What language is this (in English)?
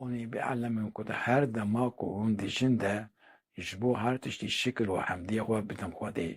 Kurdish